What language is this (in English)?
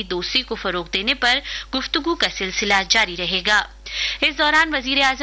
Urdu